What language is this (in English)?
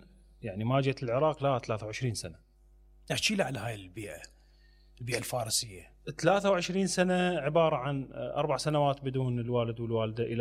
Mesopotamian Arabic